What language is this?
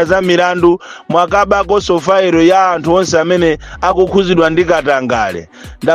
Nyanja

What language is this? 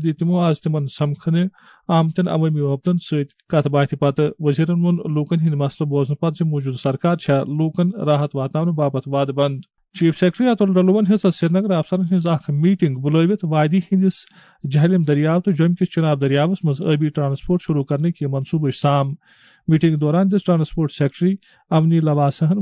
Kashmiri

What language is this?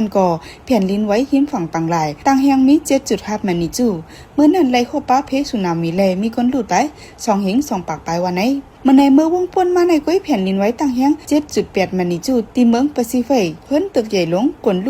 Shan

